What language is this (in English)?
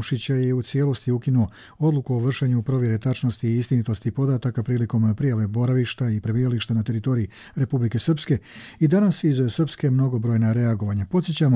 Croatian